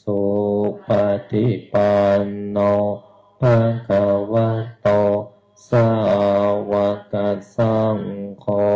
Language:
Pali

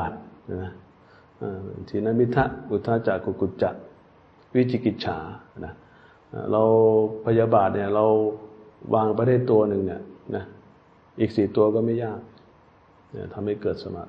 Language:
Thai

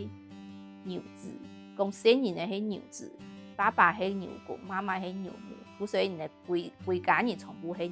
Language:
Hakka Chinese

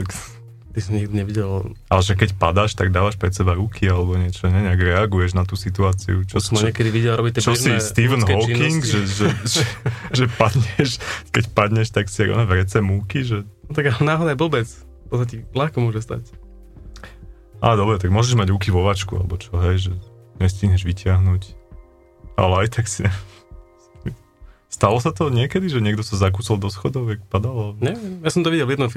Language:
Slovak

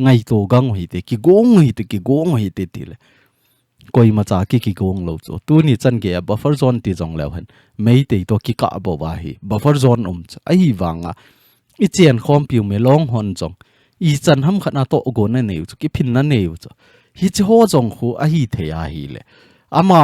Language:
Thado Chin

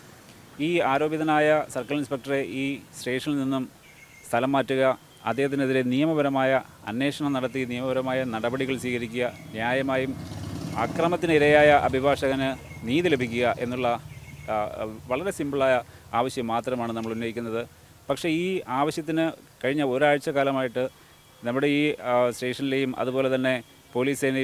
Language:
Malayalam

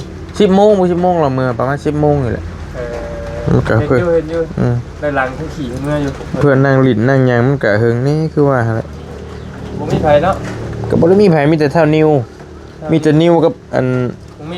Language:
Northeastern Thai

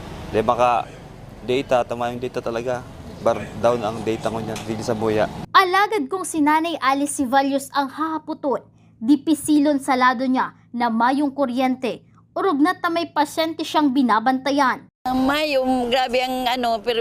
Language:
Bikol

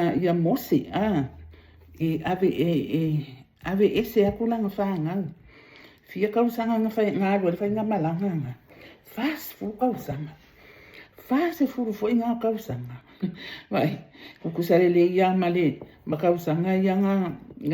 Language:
Samoan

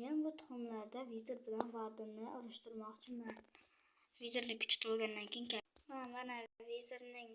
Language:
Uzbek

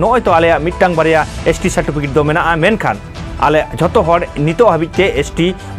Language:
Santali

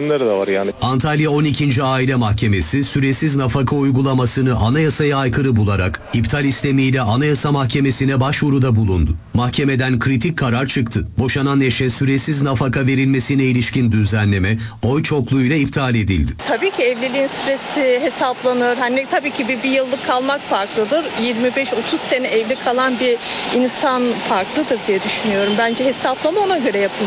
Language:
Turkish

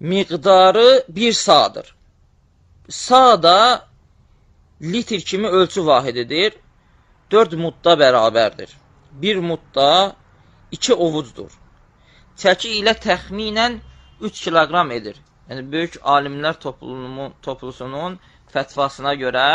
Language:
Azerbaijani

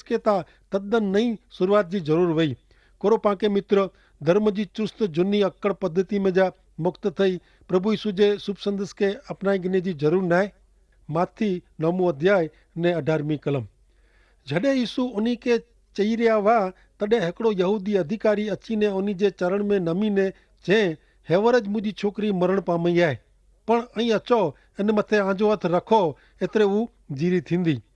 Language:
Kachhi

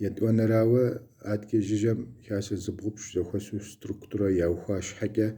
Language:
Kabardian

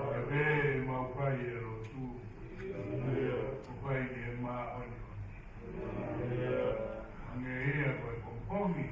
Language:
Tongan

